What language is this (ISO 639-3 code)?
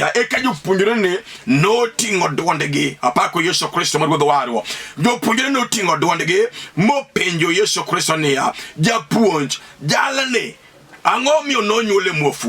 luo